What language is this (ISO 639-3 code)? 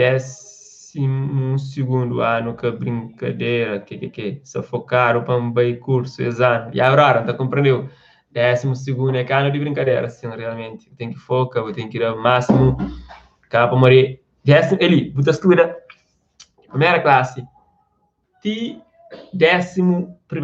kea